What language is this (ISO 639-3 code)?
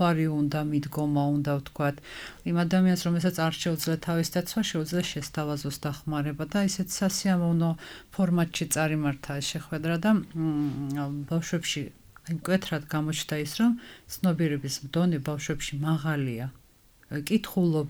kat